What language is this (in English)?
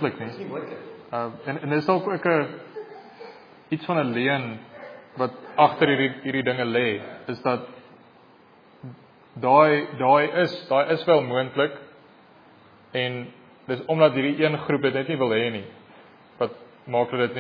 Afrikaans